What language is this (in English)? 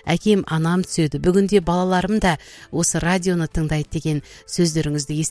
Kazakh